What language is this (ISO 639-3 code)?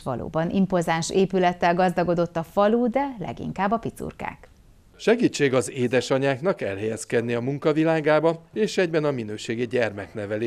hun